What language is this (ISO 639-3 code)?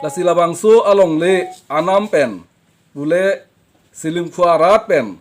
mjw